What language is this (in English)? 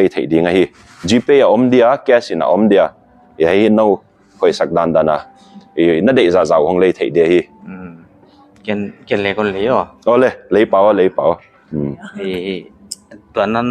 Paite Chin